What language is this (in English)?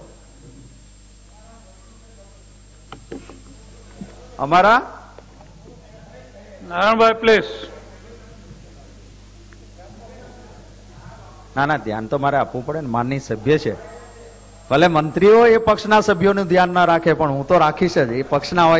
Gujarati